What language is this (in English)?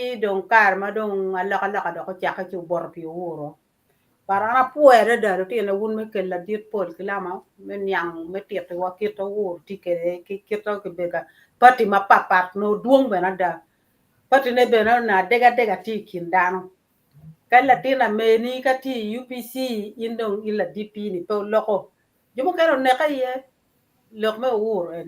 Acoli